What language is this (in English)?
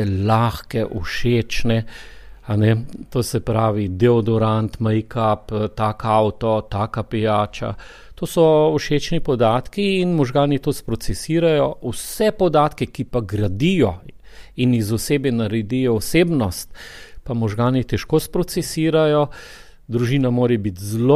Slovenian